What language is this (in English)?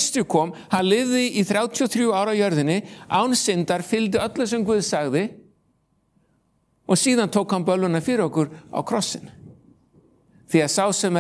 Icelandic